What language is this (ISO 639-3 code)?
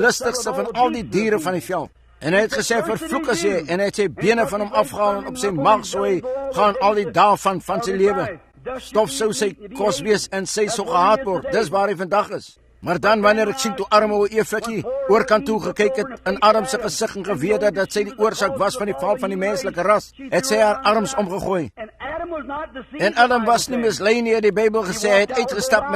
afr